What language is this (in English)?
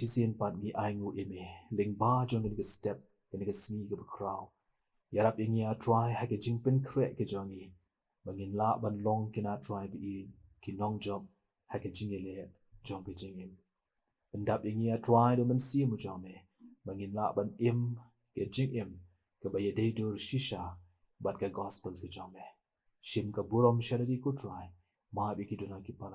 Khasi